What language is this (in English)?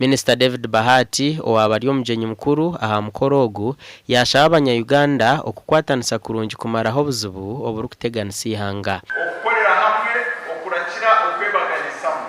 Nyankole